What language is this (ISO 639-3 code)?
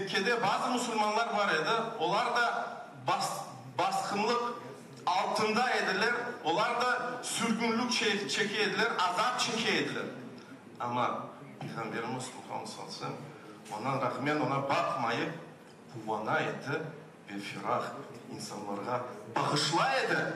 crh